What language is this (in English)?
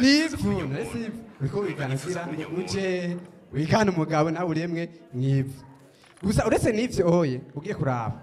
Rundi